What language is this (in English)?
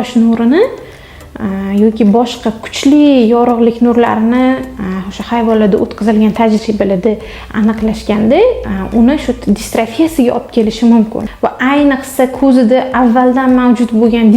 Uzbek